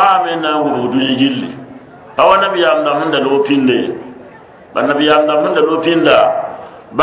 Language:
Mossi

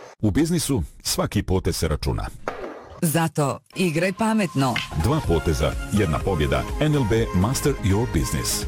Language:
Serbian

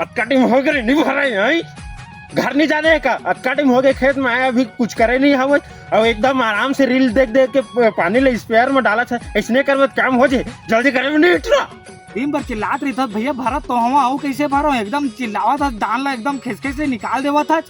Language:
Chhattisgarhi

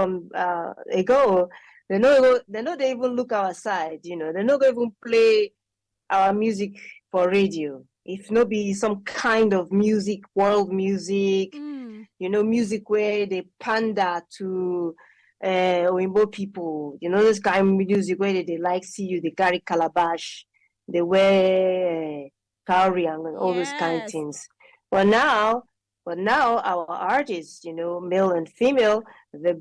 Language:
Nigerian Pidgin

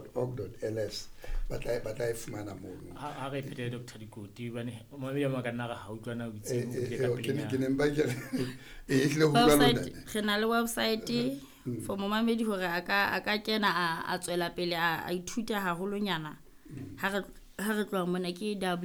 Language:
Southern Sotho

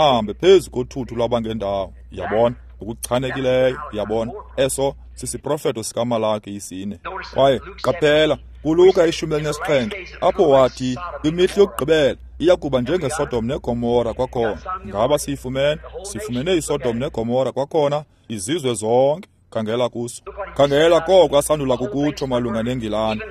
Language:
Xhosa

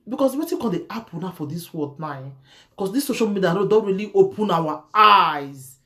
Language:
Nigerian Pidgin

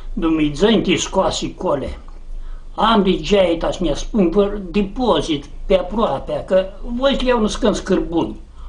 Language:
Aromanian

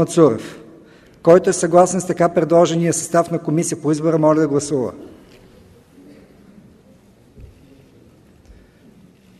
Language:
Bulgarian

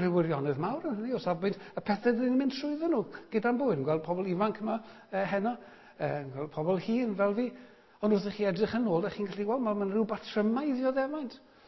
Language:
Welsh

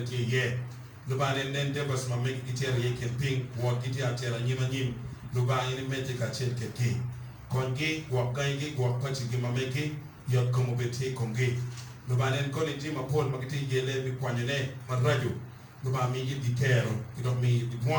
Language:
Acoli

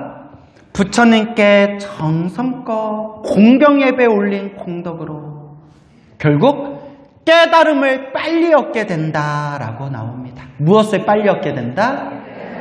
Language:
Korean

